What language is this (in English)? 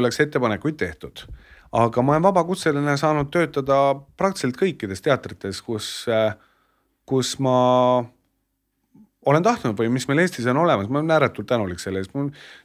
Estonian